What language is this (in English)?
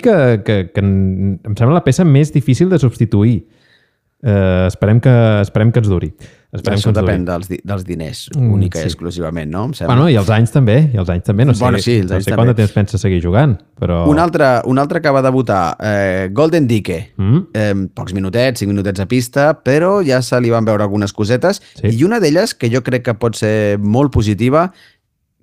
Catalan